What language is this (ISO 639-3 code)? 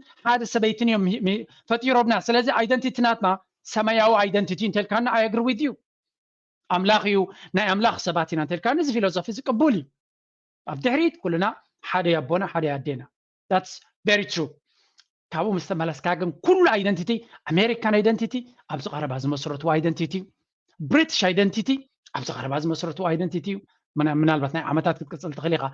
tir